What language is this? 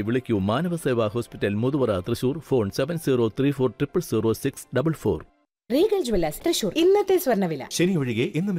Malayalam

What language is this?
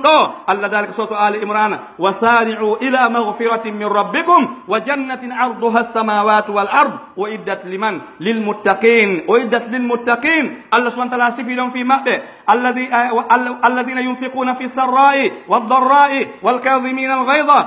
Pular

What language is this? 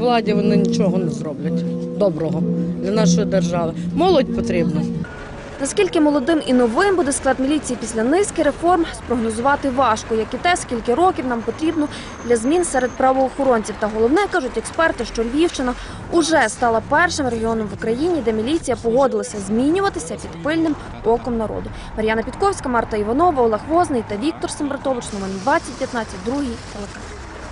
Ukrainian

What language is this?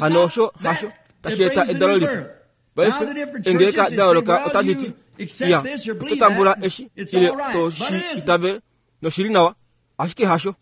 Kuanyama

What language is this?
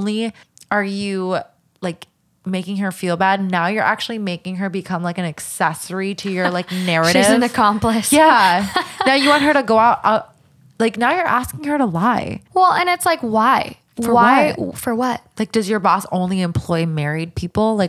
English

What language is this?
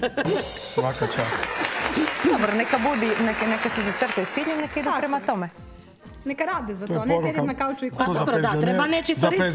Croatian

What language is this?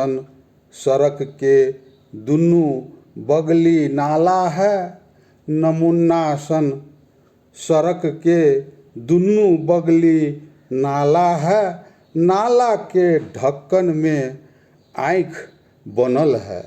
Magahi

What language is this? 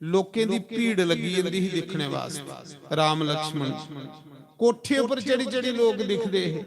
Dogri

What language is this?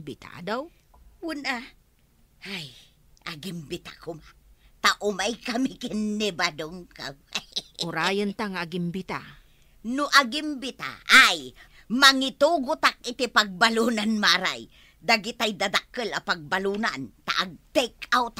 Iloko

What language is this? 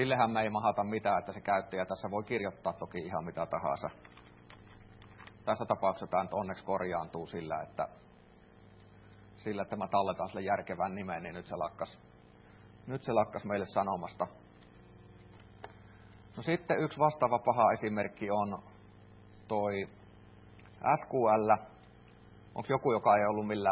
Finnish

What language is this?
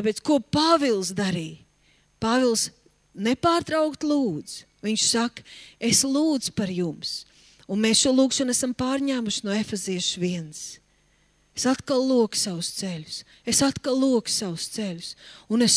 Latvian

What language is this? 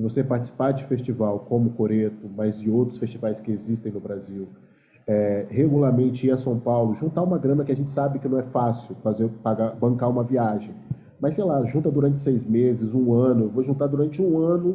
Portuguese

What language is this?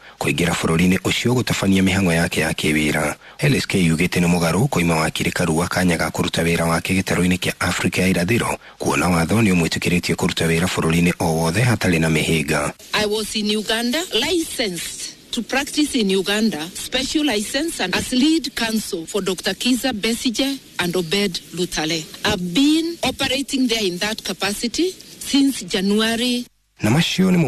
Kikuyu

